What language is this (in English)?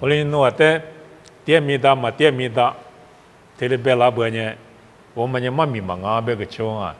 Lisu